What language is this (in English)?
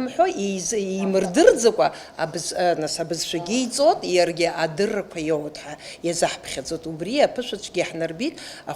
Abkhazian